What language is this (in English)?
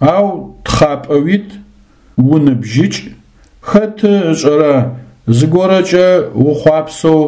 Adyghe